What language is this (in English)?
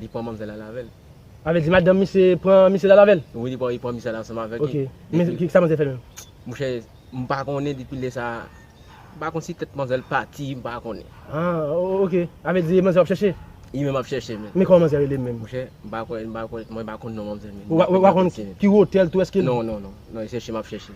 Haitian Creole